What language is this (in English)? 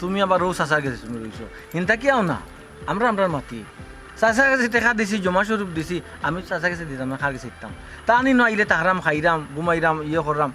Sylheti